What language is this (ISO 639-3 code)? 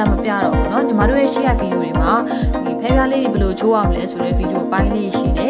mya